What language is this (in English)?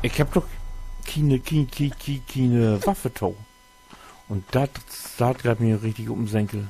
Low German